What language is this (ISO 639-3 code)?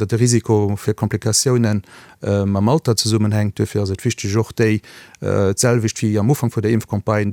ltz